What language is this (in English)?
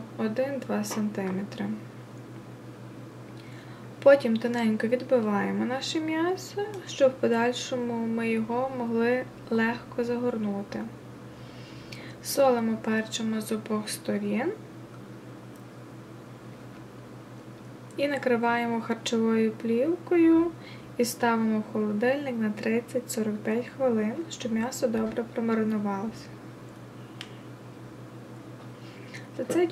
Ukrainian